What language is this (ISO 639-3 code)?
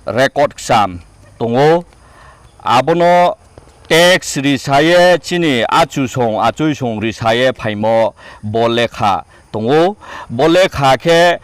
trp